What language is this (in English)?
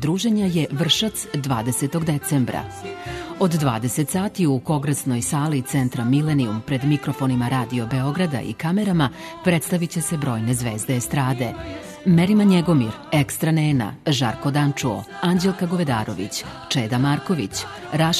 Serbian